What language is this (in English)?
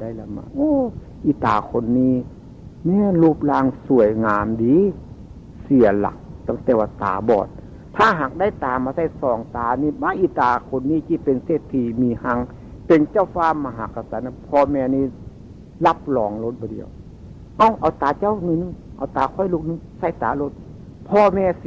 Northeastern Thai